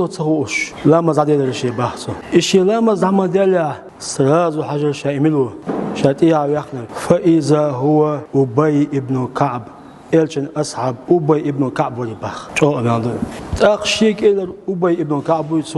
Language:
Chechen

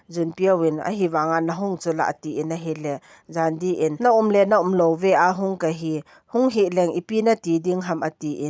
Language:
Thado Chin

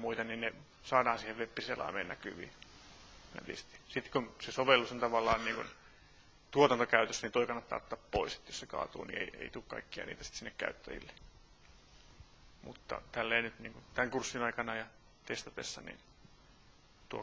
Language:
Finnish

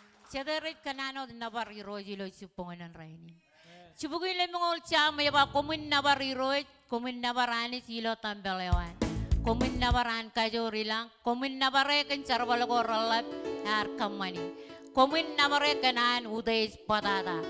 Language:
Marshallese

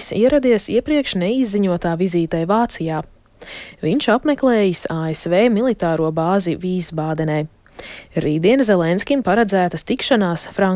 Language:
Latvian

